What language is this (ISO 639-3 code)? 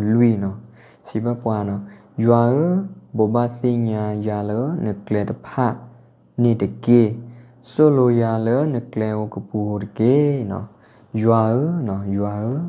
ksw